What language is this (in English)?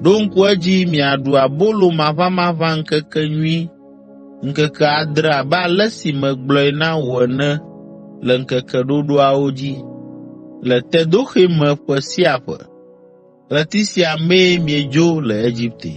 Ewe